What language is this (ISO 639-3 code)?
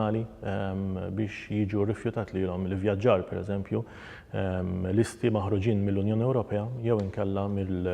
mlt